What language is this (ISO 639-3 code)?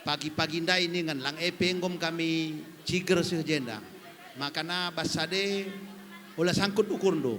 btx